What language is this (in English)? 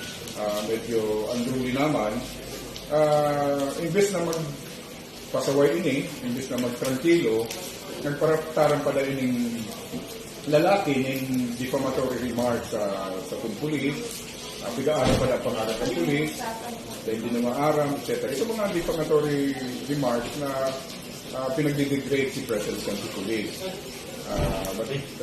Bikol